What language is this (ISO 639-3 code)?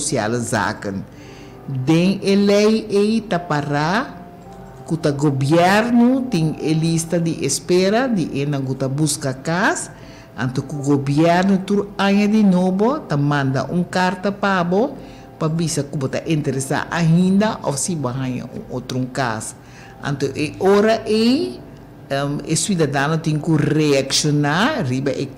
pap